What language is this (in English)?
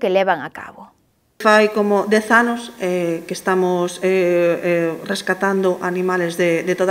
Galician